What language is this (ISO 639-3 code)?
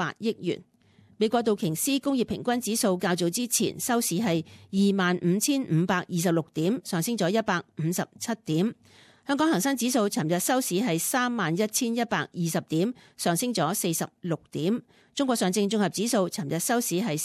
yue